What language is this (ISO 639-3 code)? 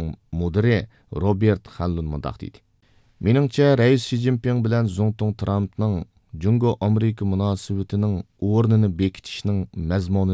uig